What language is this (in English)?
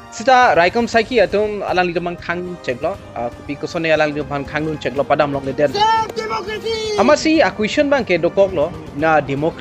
Karbi